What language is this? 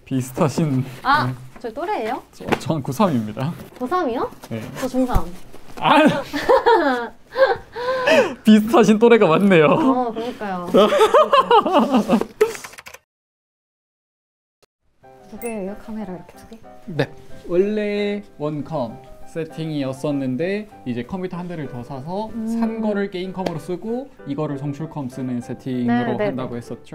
Korean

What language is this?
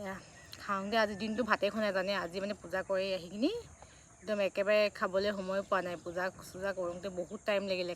Assamese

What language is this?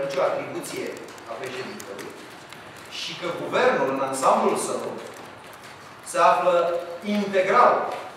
Romanian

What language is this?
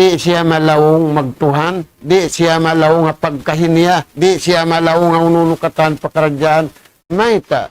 Tausug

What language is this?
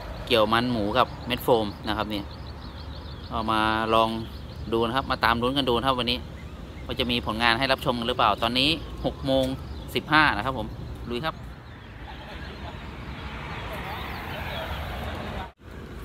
Thai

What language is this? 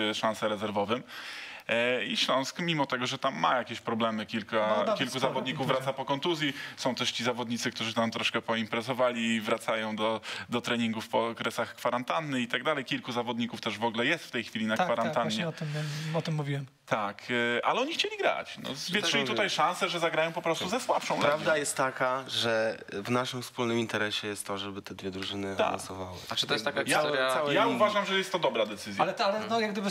Polish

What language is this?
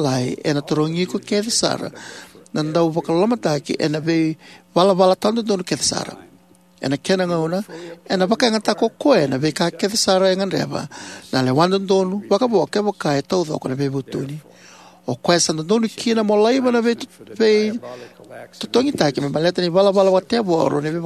Fijian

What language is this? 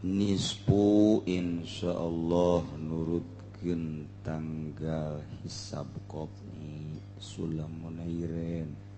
Sundanese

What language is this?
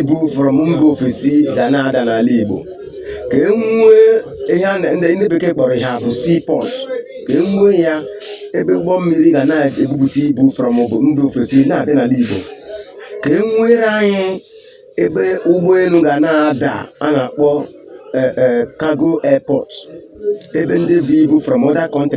Igbo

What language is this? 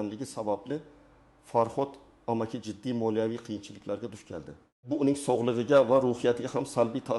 Uzbek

